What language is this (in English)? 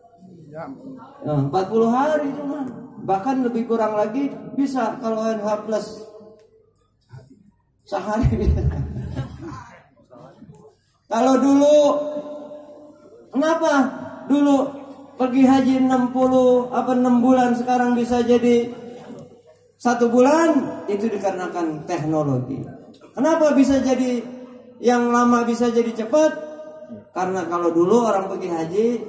Indonesian